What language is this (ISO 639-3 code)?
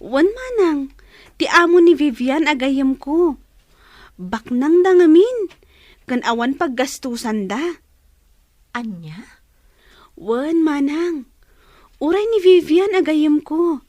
ilo